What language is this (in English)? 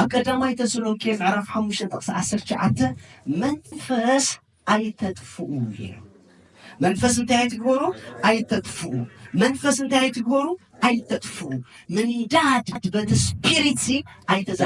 Tigrinya